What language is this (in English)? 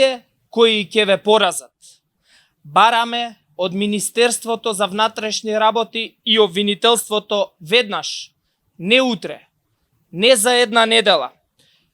Macedonian